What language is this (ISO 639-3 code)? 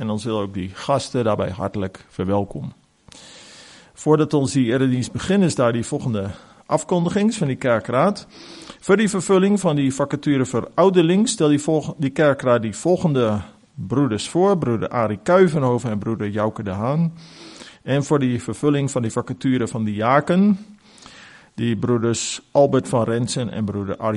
afr